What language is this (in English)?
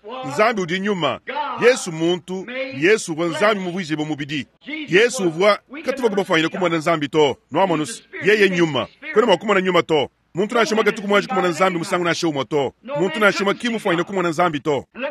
Luba-Lulua